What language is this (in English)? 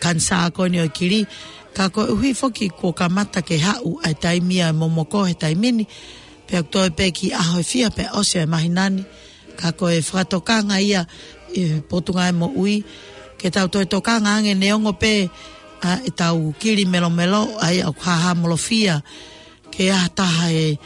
Tongan